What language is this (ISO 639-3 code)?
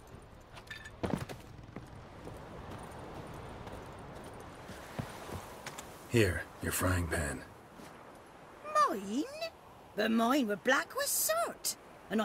eng